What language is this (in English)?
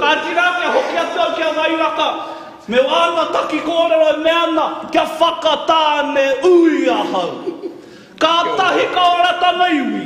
Māori